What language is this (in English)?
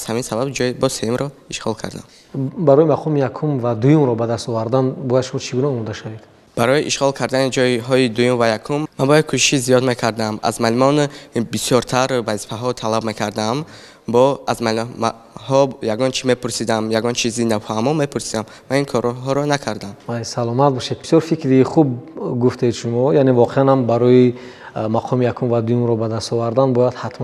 Tajik